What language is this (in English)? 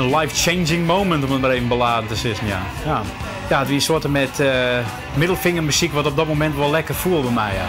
Western Frisian